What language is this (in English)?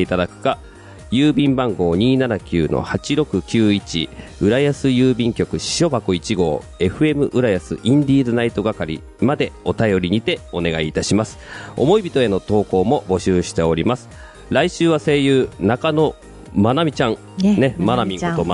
Japanese